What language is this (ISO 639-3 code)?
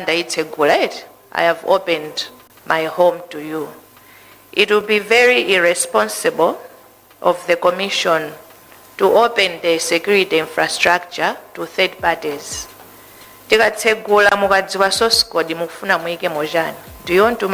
nya